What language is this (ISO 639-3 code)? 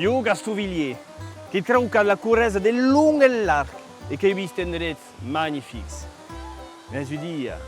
oci